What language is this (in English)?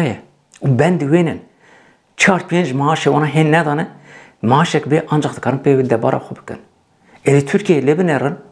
Kurdish